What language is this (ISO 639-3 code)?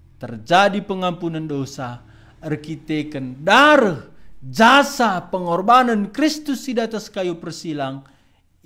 btx